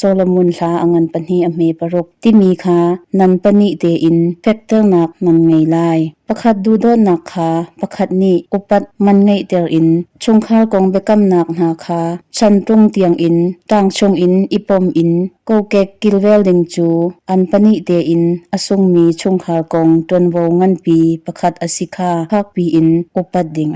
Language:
Hakha Chin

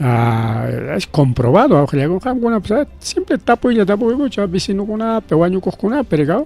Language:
Ayacucho Quechua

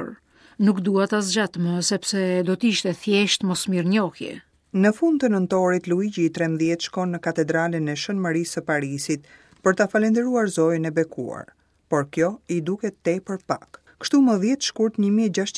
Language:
Albanian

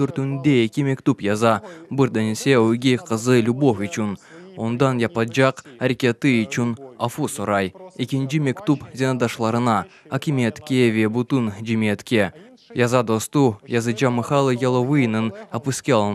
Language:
Crimean Tatar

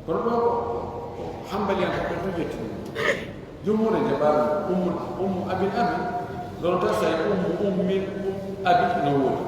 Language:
Pular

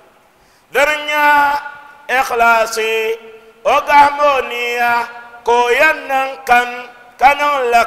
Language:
Dagbani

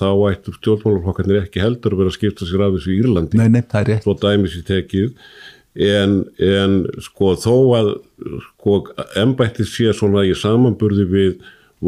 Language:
Icelandic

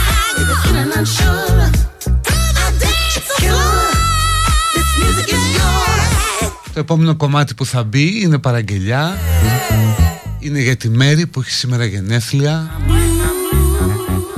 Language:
Greek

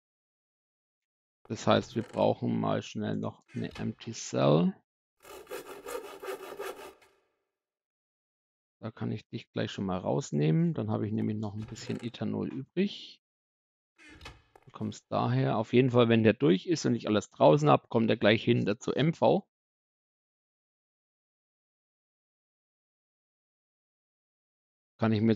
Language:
German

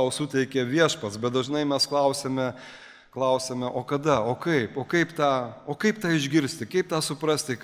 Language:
Lithuanian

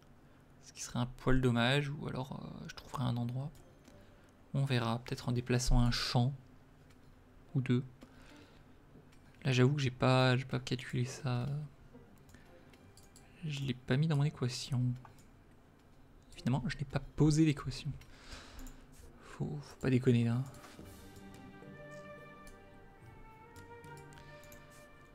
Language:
French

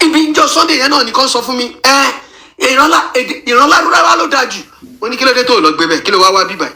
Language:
Yoruba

